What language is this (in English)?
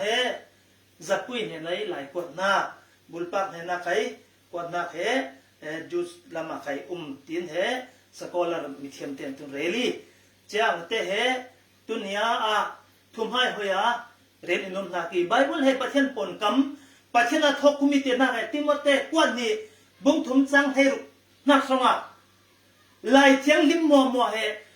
Falam Chin